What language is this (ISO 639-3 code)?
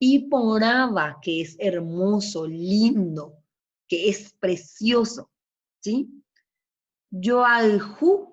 grn